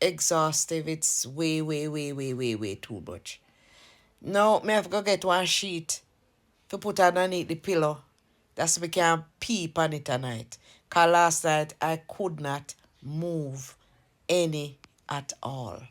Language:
Jamaican Creole English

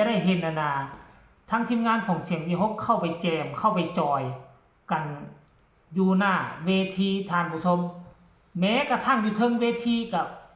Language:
Northeastern Thai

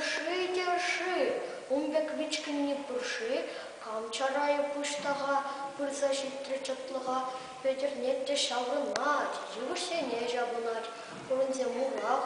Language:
Chuvash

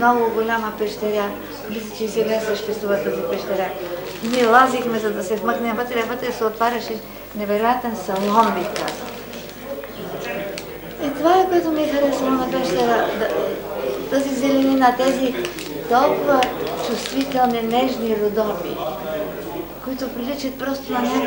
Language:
Bulgarian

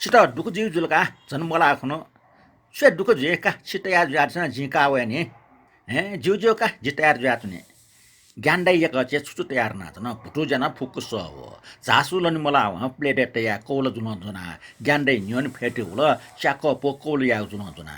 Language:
Newari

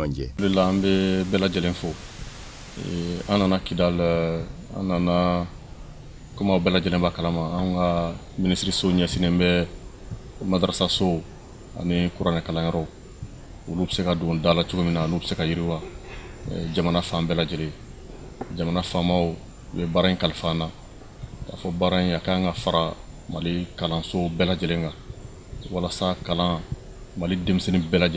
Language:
Bambara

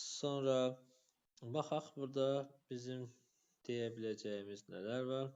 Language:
Azerbaijani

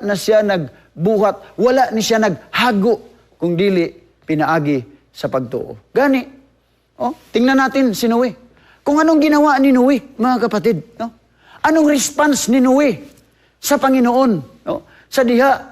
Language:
Cebuano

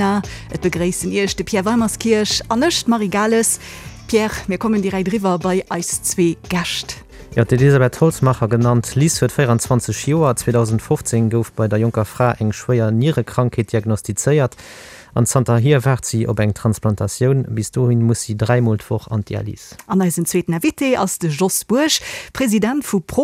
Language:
Luxembourgish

